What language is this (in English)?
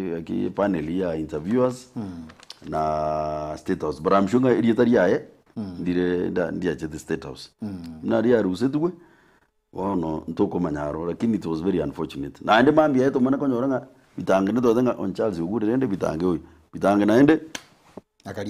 Gusii